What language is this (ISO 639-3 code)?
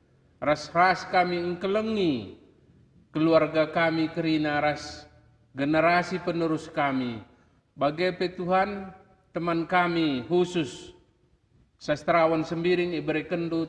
btx